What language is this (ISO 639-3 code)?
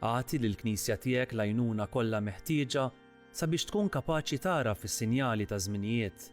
mlt